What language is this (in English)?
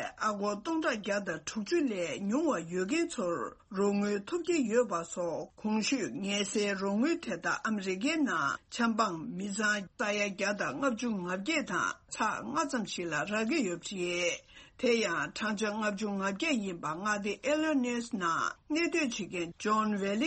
Tibetan